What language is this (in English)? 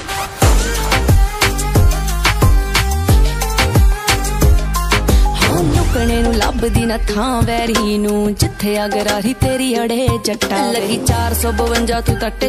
Punjabi